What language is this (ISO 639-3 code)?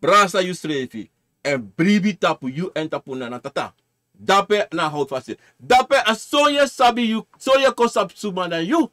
srn